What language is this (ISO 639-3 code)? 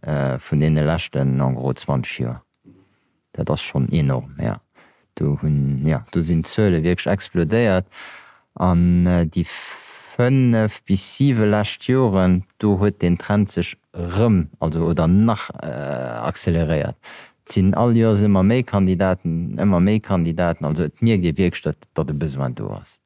ltz